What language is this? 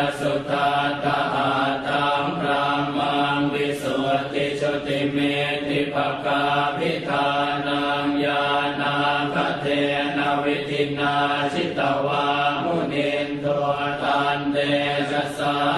Pali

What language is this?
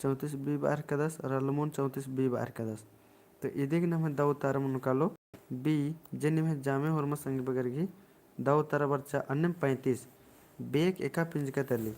Kurukh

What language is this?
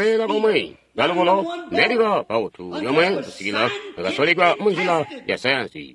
Tonga (Zambia)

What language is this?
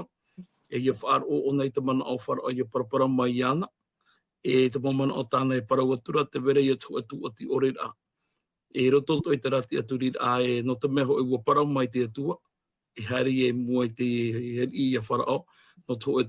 Tahitian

